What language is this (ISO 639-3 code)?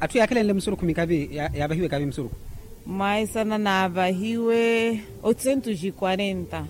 vmw